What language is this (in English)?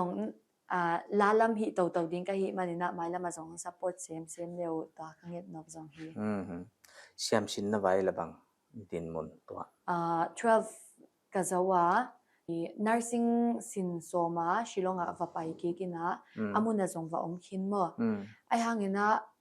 Paite Chin